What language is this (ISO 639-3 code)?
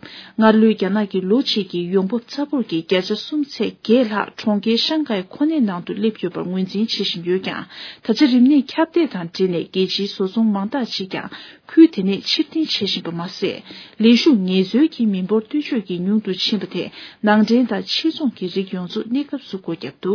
bod